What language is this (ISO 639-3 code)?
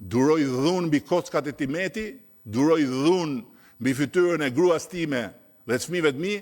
sqi